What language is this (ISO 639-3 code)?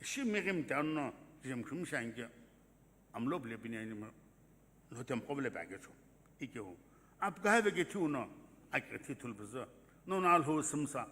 nsm